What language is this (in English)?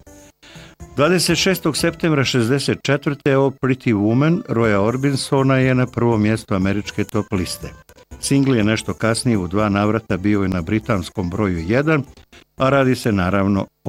Bosnian